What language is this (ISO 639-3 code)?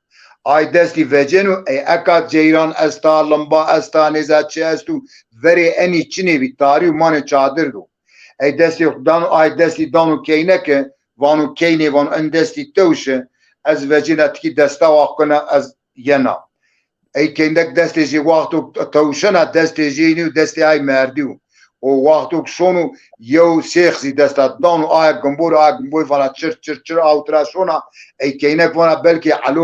zza